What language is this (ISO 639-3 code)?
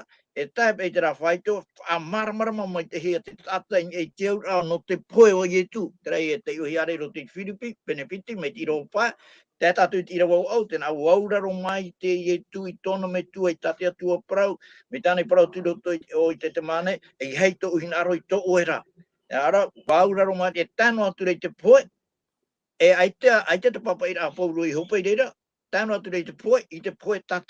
tah